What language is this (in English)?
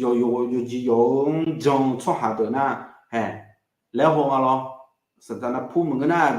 Akha